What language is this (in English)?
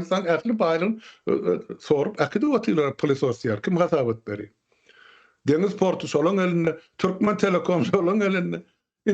Turkmen